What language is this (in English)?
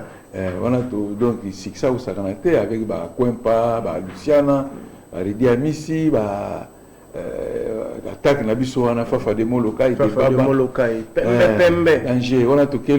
Lingala